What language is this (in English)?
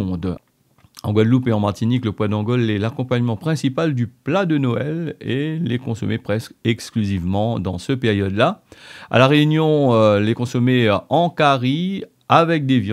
Réunion Creole French